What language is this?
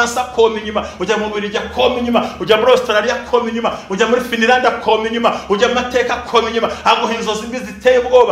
Kinyarwanda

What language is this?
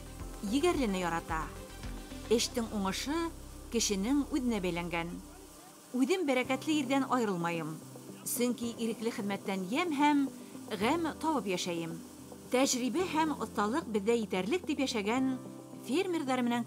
Bashkir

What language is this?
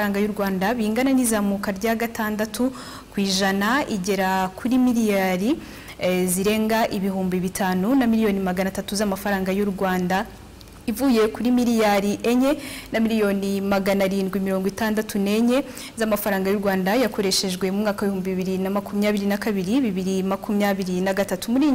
Kinyarwanda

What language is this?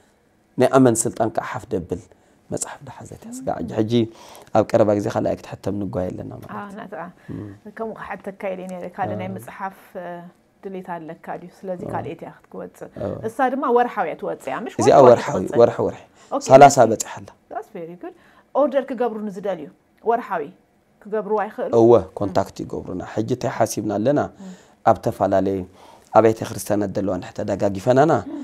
Tigrinya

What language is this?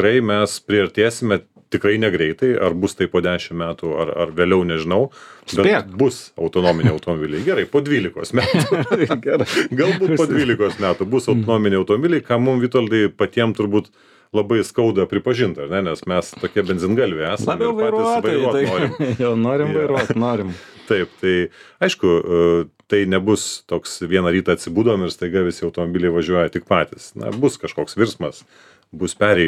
Lithuanian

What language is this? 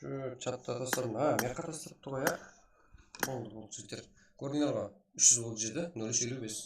Kara-Kalpak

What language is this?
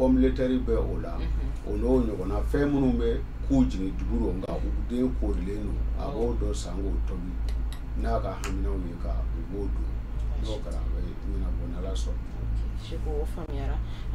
Bambara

